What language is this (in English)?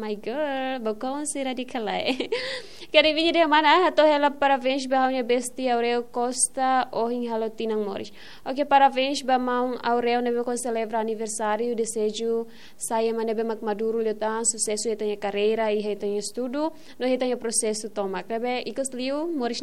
Tetum